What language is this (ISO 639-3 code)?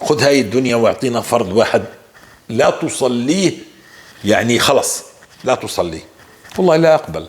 apc